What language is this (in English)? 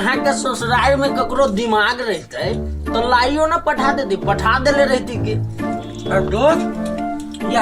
Maithili